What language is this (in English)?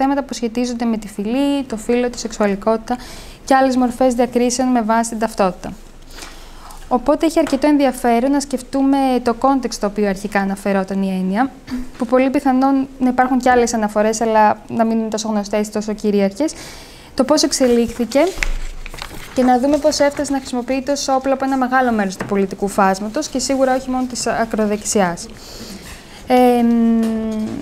Greek